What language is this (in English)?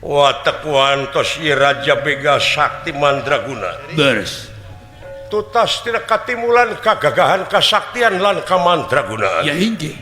Sundanese